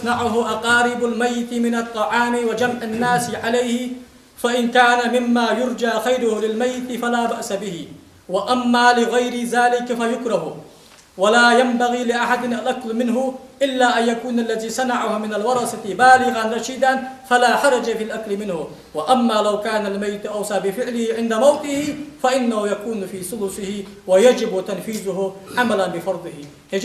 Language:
Ingush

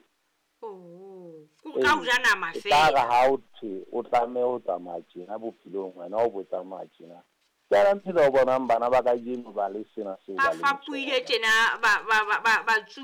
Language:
Southern Sotho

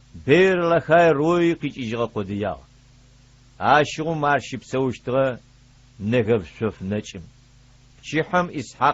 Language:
Adyghe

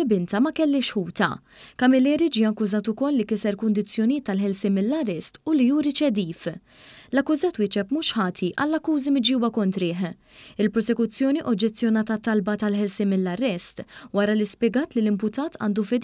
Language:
Maltese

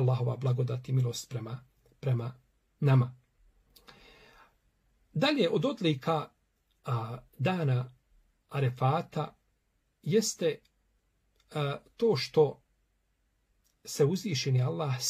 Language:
Bosnian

